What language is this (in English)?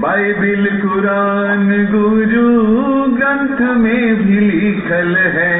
Magahi